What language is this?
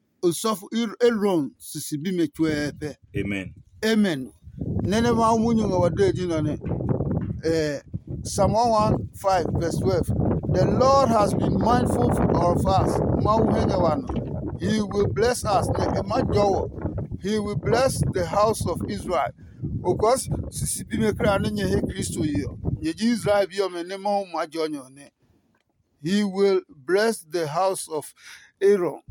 Adangme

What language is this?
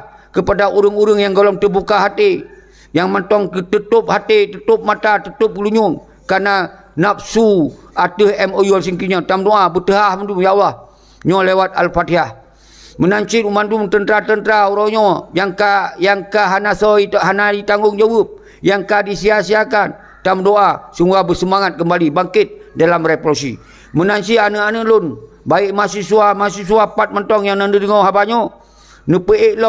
Achinese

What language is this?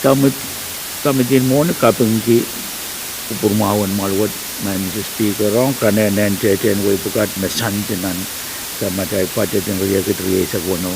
Pohnpeian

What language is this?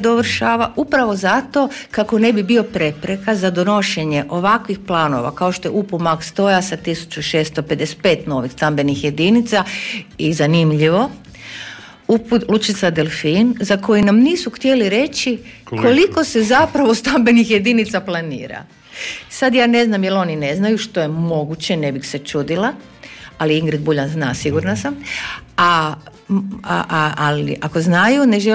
Croatian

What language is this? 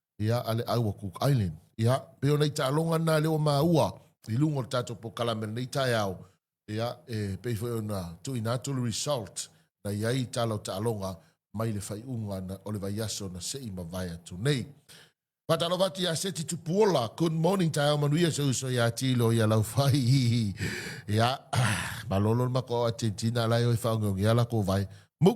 Samoan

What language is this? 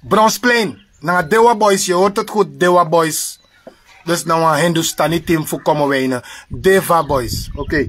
Sranan Tongo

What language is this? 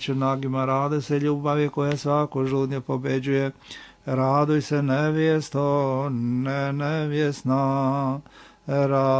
Serbian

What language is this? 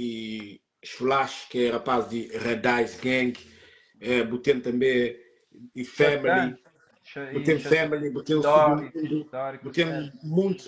Kabuverdianu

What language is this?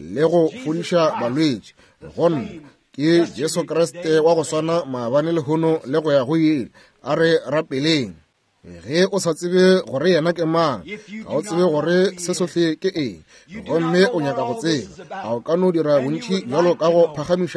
Northern Sotho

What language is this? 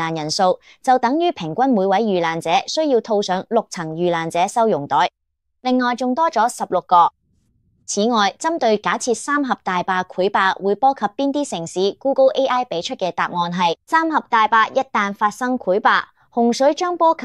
Cantonese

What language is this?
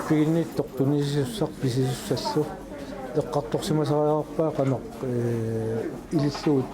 Kalaallisut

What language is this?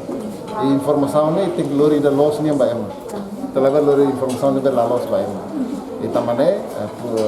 Tetum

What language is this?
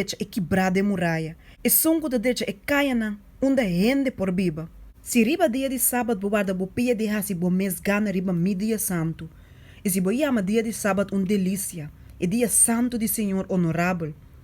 Papiamento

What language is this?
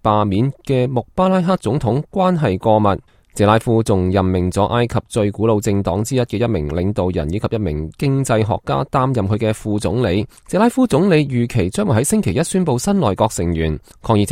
Cantonese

